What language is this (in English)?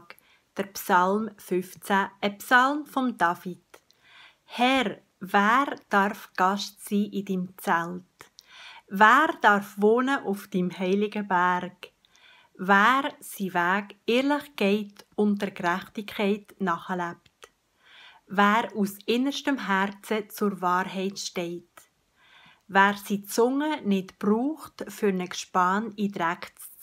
Swiss German